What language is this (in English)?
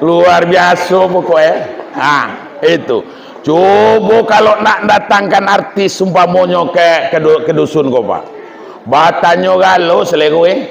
Minangkabau